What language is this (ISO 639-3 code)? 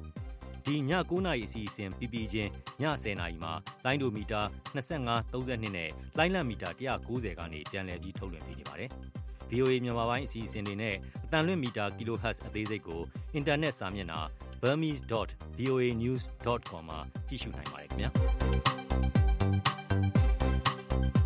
mya